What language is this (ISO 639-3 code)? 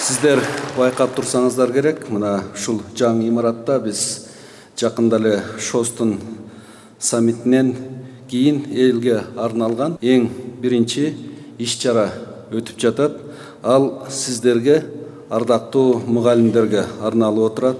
kir